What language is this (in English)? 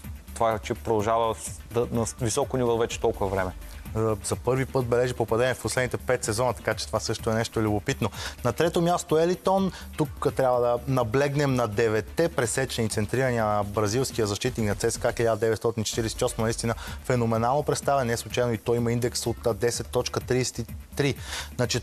Bulgarian